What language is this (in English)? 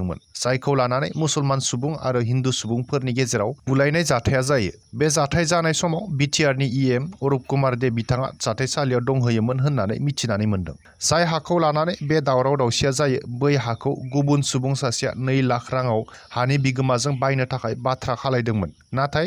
Bodo